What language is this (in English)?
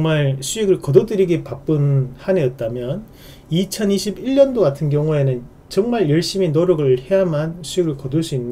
Korean